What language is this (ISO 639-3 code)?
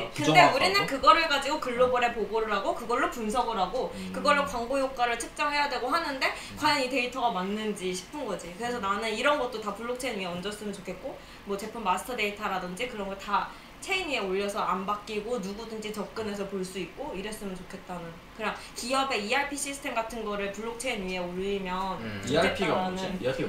kor